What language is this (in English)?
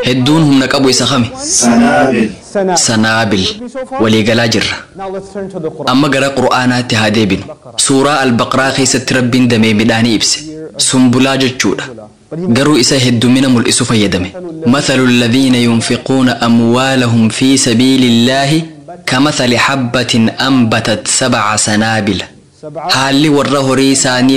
Oromo